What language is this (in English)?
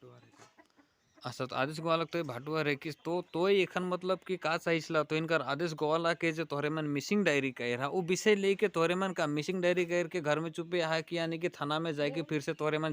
Sadri